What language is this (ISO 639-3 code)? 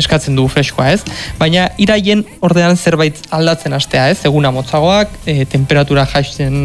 eus